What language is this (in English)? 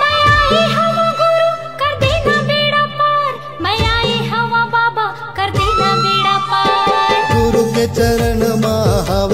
Chhattisgarhi